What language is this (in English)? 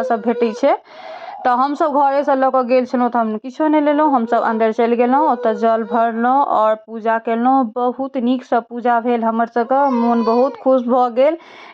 Maithili